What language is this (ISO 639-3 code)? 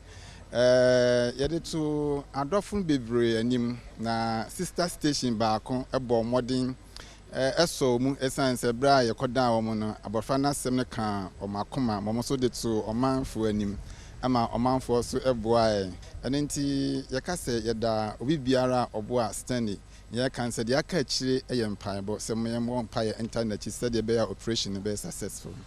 aka